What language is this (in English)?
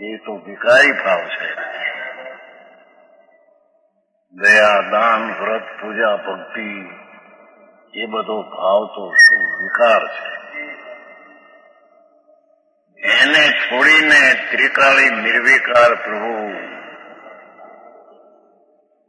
Gujarati